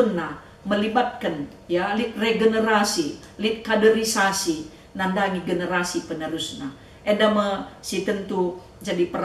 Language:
Batak Karo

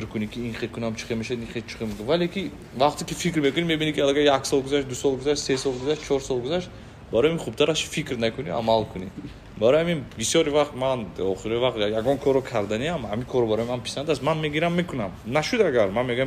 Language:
Tajik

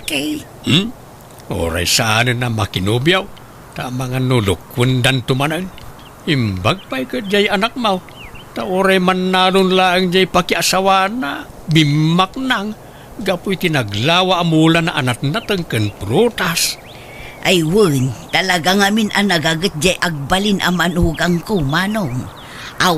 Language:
Iloko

